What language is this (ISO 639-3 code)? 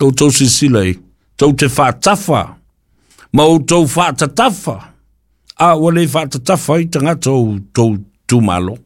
smo